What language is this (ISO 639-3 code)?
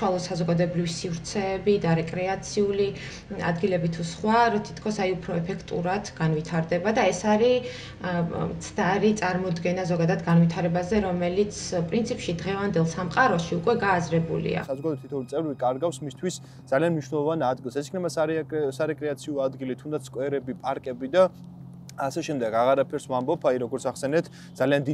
kat